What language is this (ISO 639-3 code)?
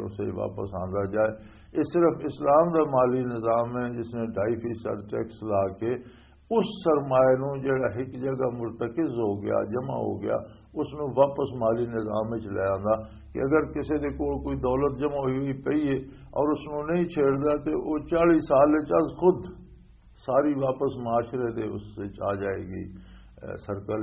lah